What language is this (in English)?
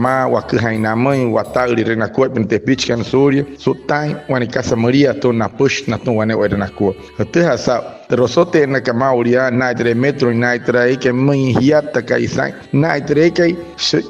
Wayuu